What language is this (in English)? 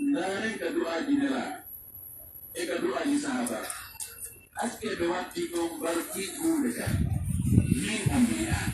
Pular